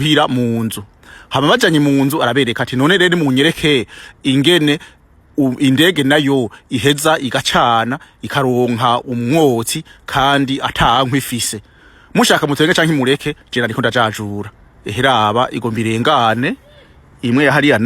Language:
Rundi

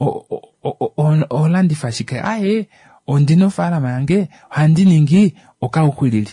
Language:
Kuanyama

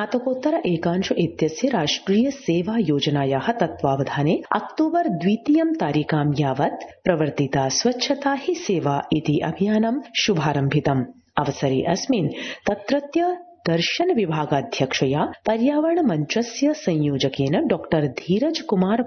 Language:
Sanskrit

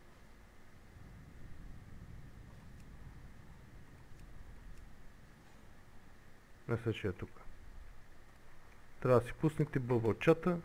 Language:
Bulgarian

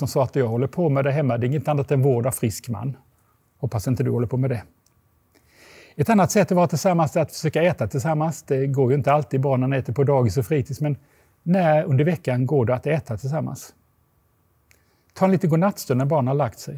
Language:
Swedish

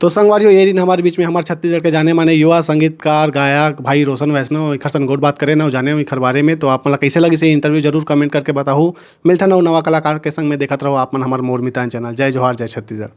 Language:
Chhattisgarhi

